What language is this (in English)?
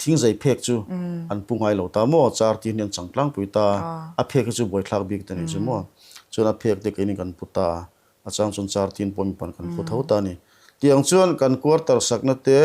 Mizo